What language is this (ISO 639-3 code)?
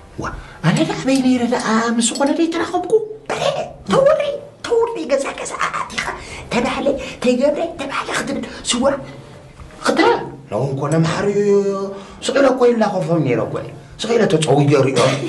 tir